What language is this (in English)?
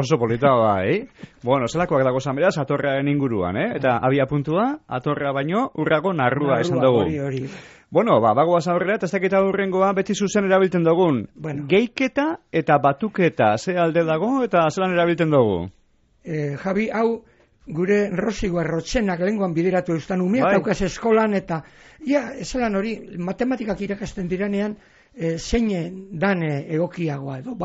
Basque